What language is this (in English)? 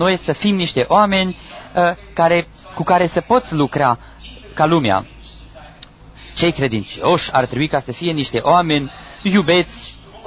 Romanian